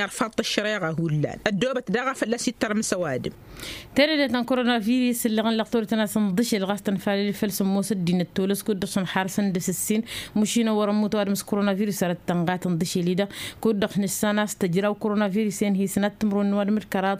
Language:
Tamasheq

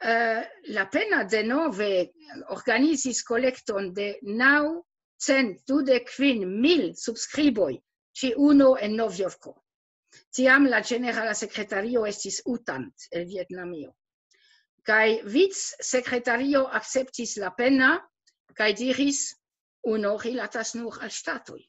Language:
Esperanto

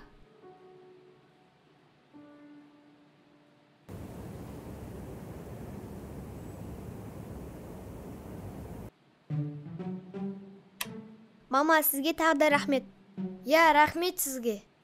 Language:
Kazakh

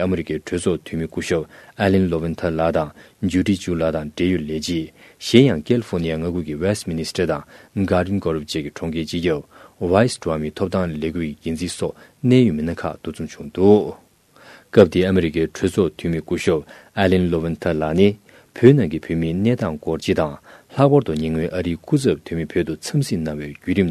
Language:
Tibetan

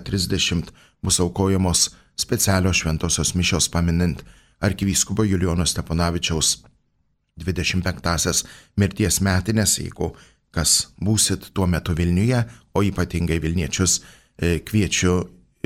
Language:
Lithuanian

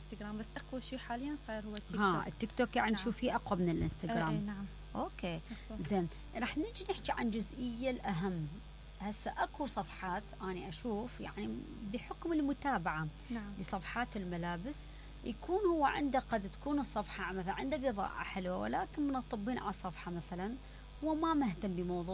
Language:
Mesopotamian Arabic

